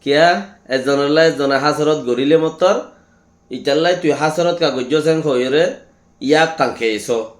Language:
Rohingya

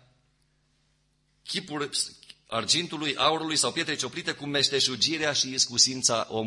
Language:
Romanian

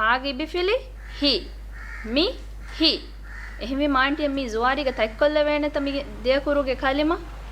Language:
Divehi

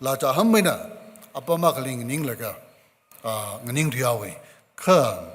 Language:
Tangkhul Naga (India)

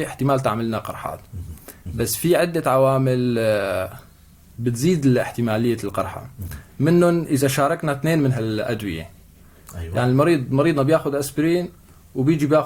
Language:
North Levantine Arabic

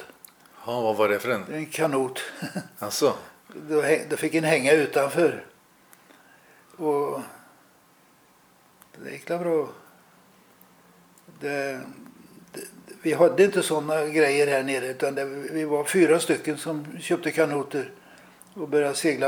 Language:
Swedish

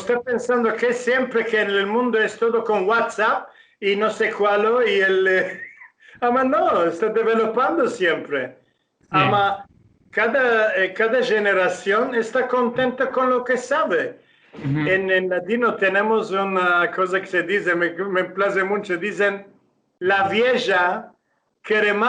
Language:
Ladino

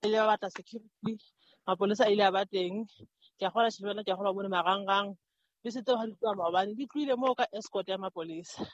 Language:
Southern Sotho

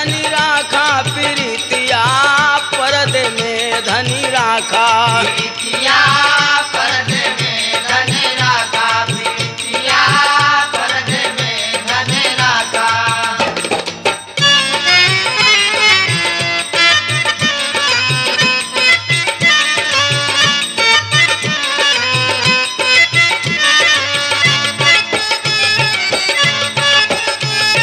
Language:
Bhojpuri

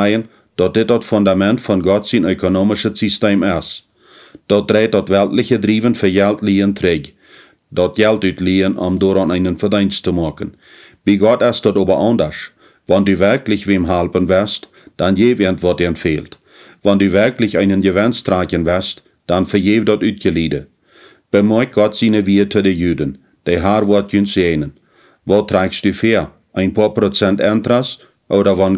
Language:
Plautdietsch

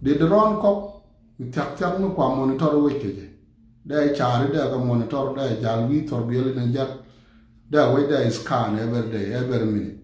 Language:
Nuer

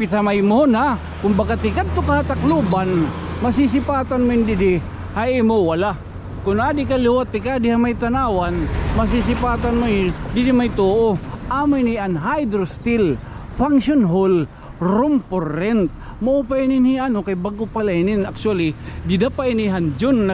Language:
Waray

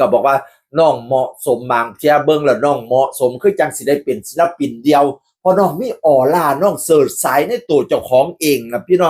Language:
Northeastern Thai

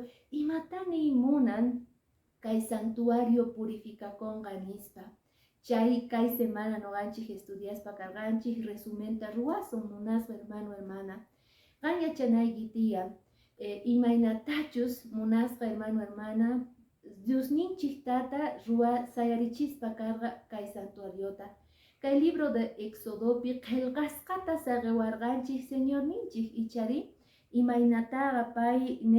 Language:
Quechua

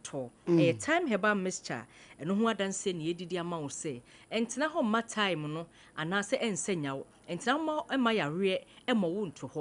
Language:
Akan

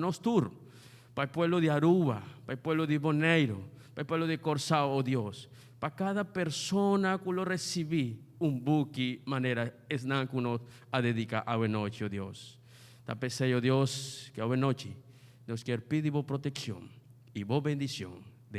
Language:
Papiamento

